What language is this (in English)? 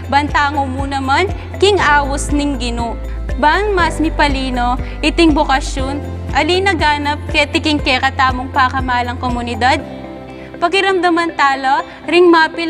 Pampanga